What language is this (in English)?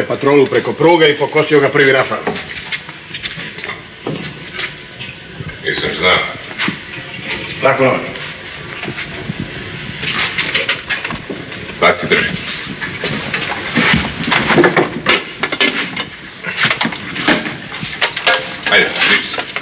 Croatian